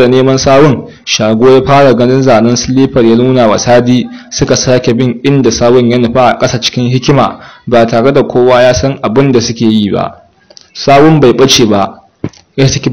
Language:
Hausa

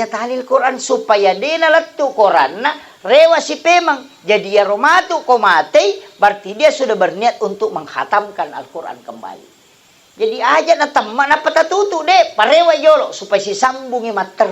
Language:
Buginese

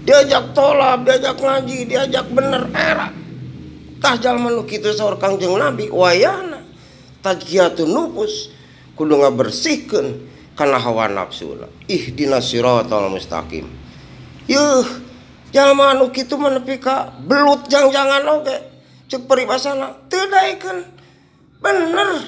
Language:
Sundanese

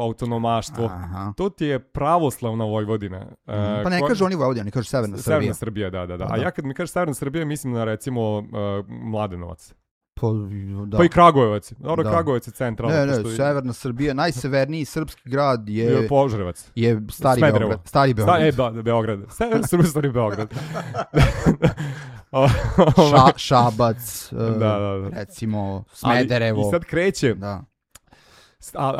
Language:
Serbian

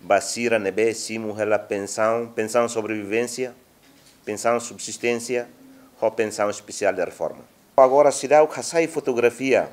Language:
Tetum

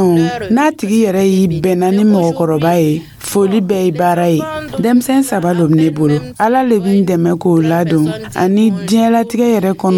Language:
Dyula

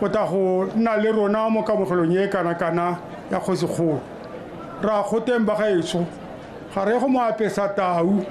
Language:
Tswana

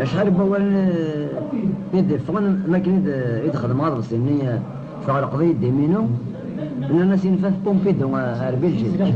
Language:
Kabyle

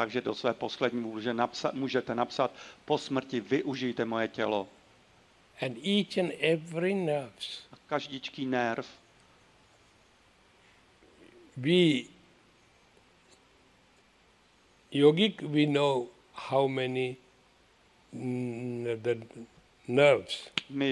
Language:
Czech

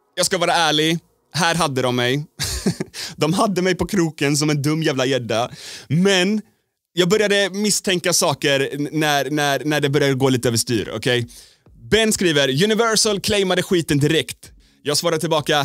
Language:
Swedish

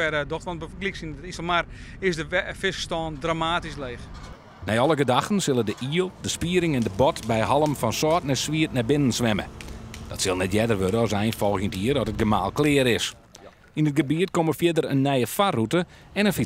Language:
Western Frisian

